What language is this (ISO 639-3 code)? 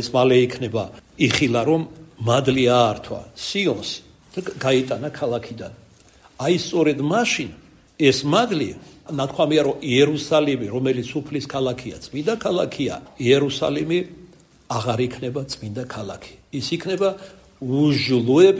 kat